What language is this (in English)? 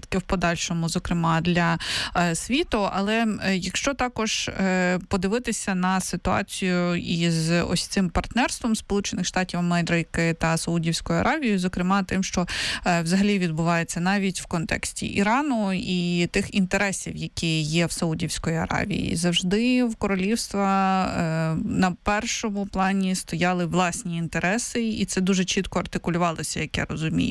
Ukrainian